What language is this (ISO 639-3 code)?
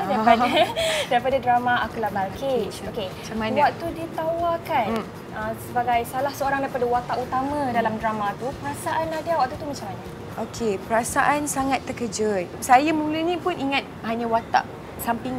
msa